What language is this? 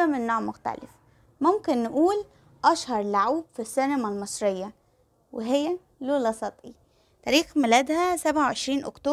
Egyptian Arabic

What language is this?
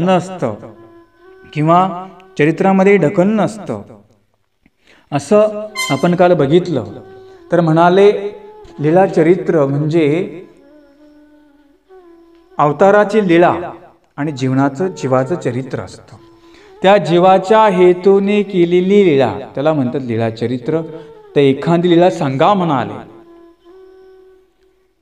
Marathi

